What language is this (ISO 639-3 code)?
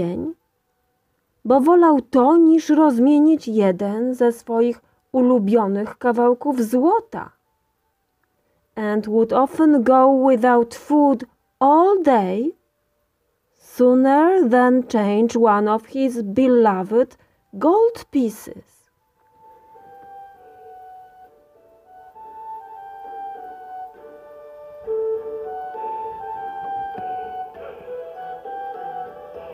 pol